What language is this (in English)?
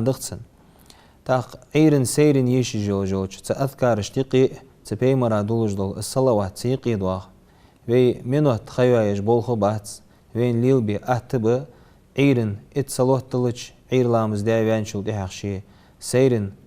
Ingush